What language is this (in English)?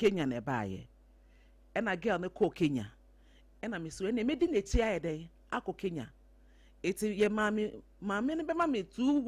Akan